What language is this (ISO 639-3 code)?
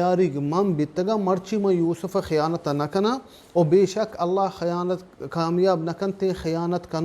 bal